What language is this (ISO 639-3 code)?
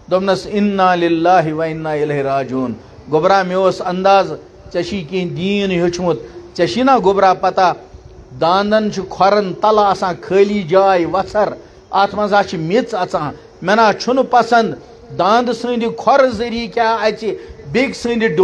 kas